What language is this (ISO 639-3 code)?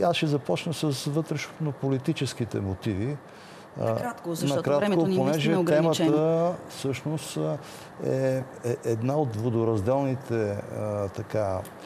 bul